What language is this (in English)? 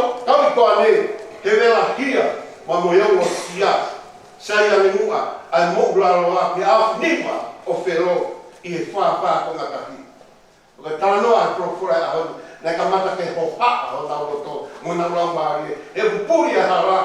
Tongan